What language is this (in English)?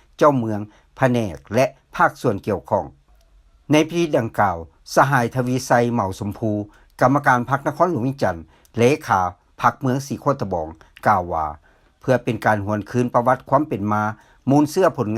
Lao